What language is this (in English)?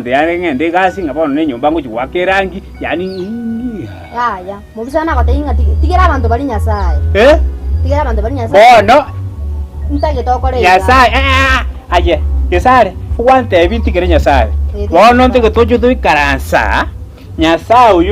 Gusii